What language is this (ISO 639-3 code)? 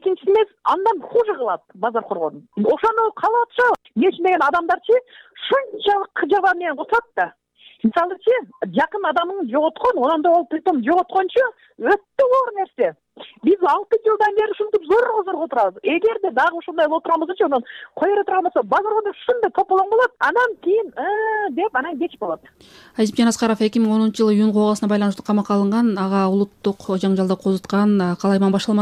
kir